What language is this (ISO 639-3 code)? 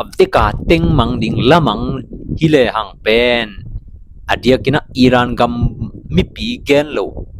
ctd